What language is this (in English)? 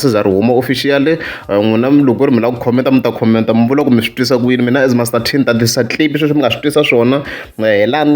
Tsonga